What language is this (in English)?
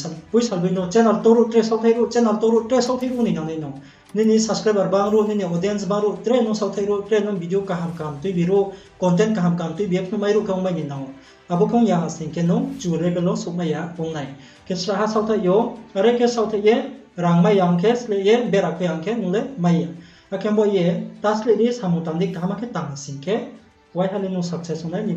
Riang (India)